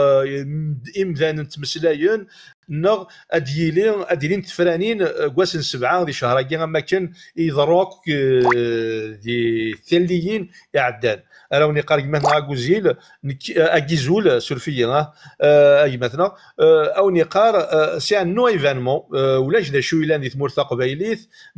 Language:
Kabyle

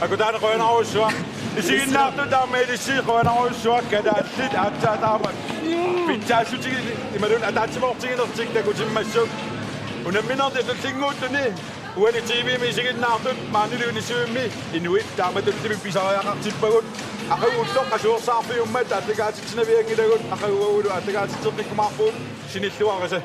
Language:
Kalaallisut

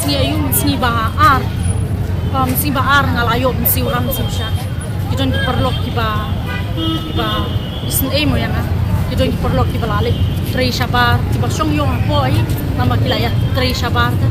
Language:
Khasi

